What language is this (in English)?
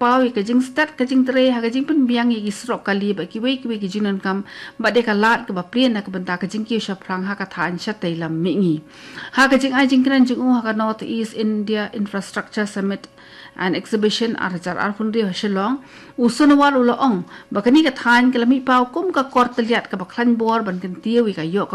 Khasi